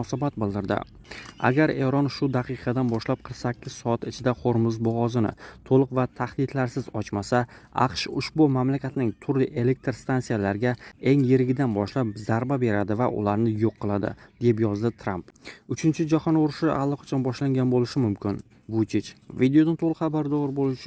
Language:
Uzbek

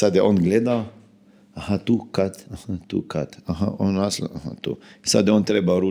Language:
Croatian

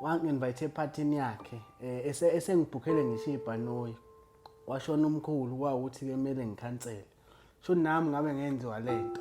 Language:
Zulu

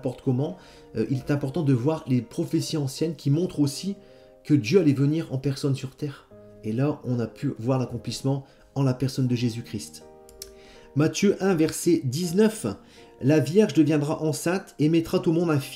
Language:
French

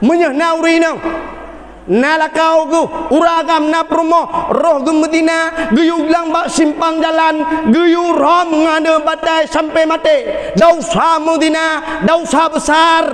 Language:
Achinese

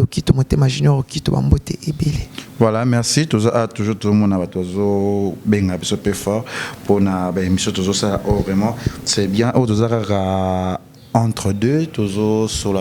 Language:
Lingala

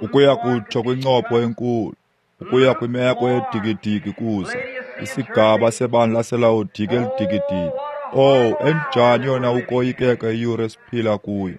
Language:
Xhosa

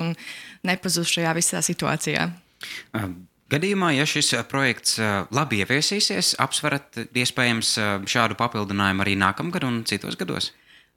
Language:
Latvian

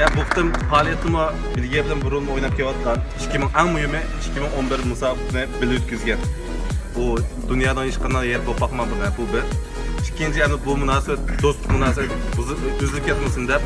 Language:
Uyghur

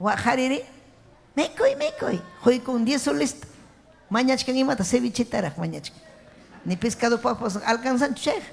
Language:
Ayacucho Quechua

